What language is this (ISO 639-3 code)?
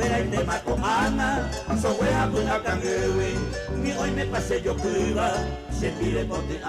grn